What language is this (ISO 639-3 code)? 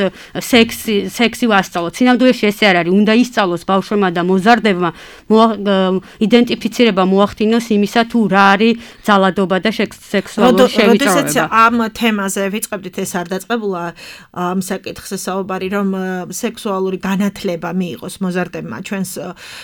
kat